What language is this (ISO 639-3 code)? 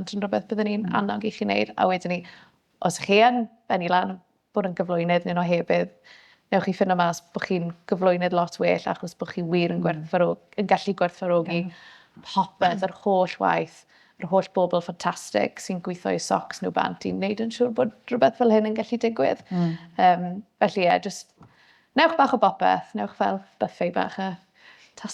cym